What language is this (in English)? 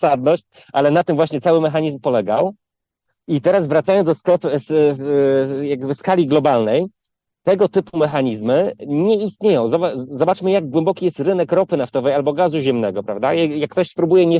Polish